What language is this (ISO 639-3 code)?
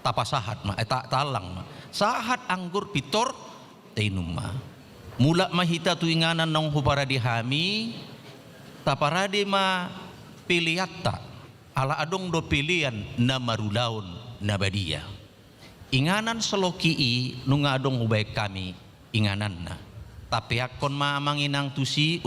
bbc